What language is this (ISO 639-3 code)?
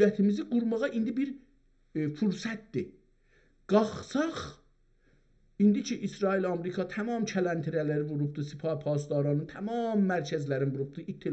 azb